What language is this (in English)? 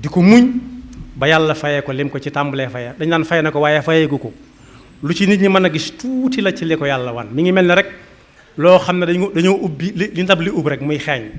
Wolof